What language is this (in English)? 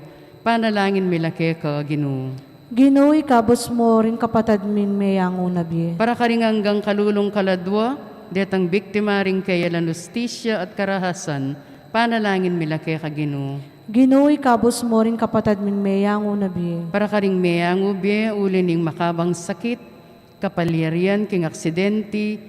Pampanga